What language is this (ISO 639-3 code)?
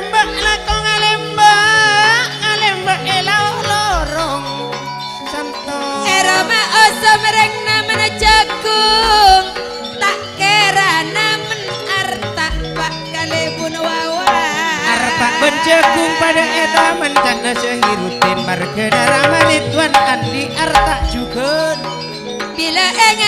mad